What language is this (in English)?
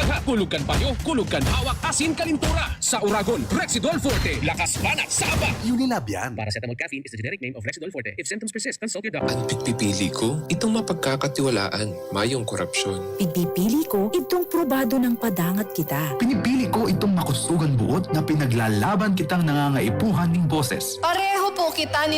Bikol